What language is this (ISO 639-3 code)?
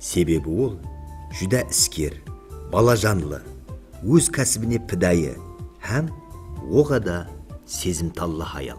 kaa